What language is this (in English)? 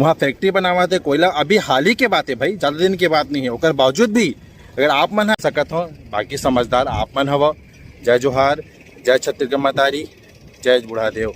Chhattisgarhi